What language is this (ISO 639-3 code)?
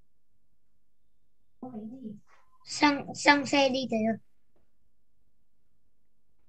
vie